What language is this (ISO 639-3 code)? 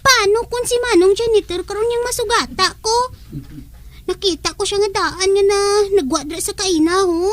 hil